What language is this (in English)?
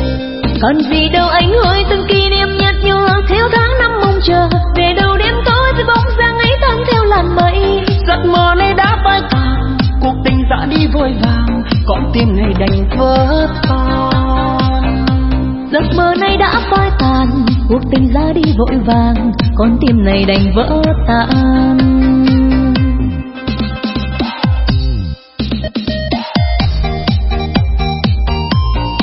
Vietnamese